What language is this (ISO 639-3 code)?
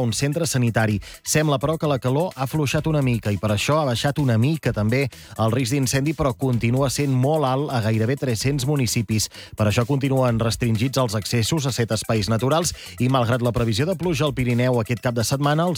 cat